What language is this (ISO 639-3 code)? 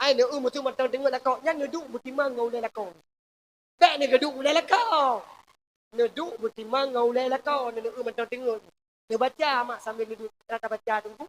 ace